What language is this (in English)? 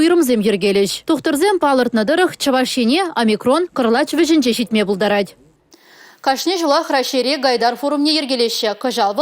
Chuvash